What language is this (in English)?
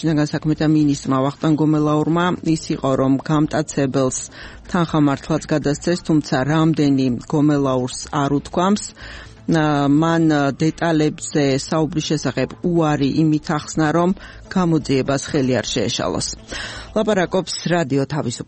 Georgian